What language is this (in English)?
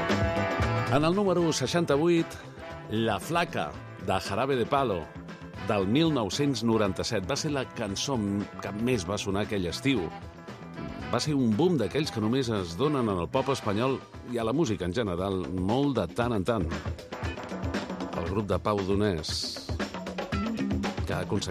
Catalan